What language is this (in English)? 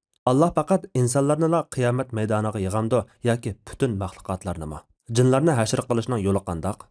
Uyghur